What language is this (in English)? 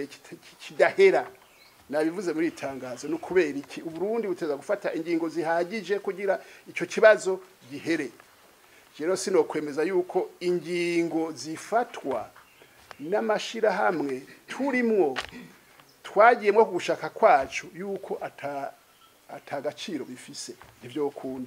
Rundi